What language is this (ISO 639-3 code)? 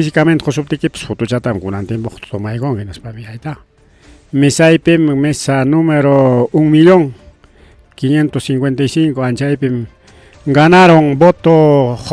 quy